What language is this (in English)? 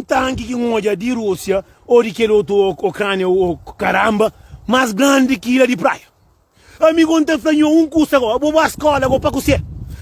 Kabuverdianu